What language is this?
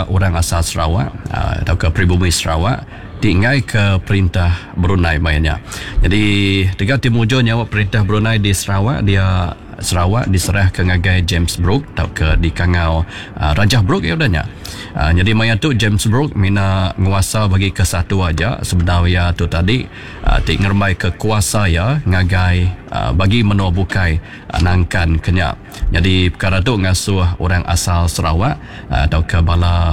Iban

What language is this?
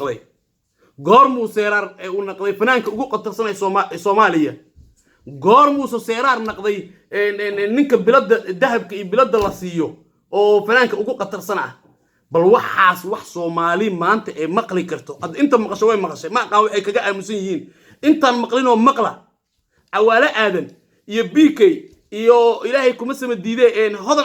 Somali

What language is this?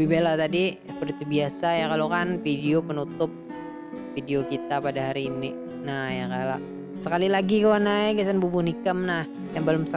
Banjar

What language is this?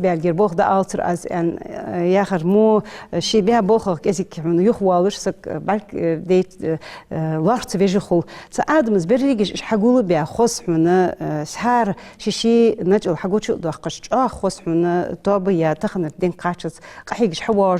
Ingush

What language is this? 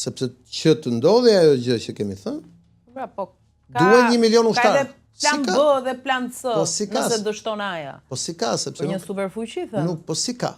Albanian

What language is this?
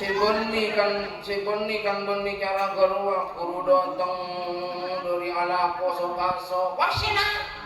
Madurese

